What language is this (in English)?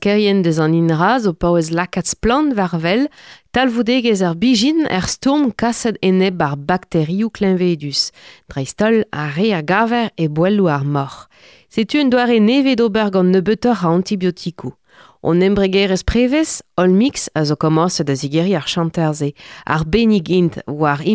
Breton